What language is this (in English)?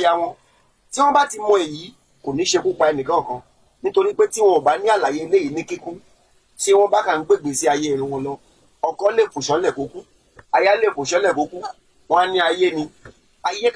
Yoruba